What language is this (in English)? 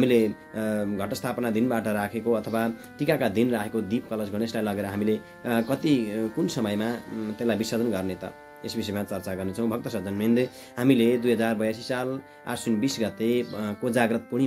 Nepali